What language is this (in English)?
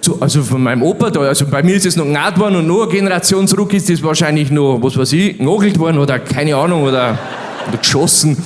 Bavarian